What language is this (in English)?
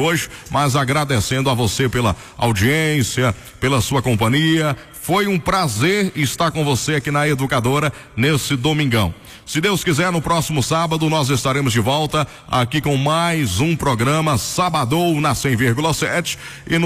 Portuguese